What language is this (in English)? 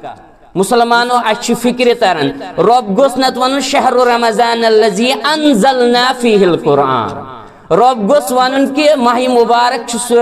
Kashmiri